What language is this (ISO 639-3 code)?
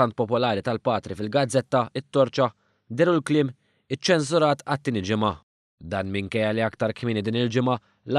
mlt